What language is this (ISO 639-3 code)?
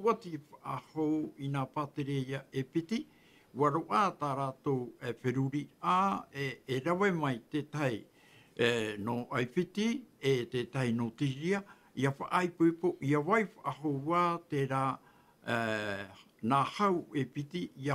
tah